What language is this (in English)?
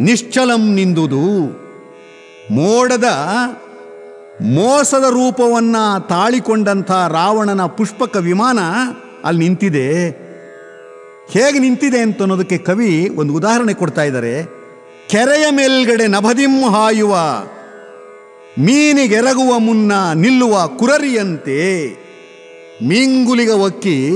Kannada